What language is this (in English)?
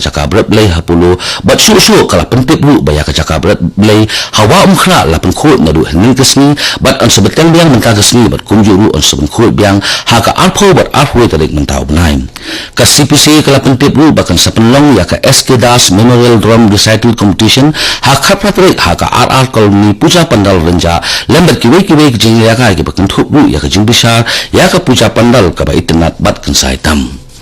Khasi